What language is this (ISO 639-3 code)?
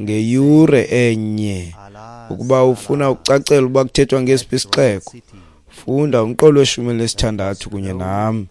xho